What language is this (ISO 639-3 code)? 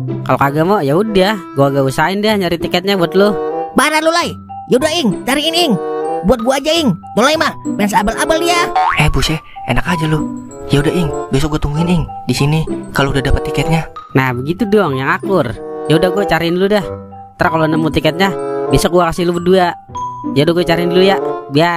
bew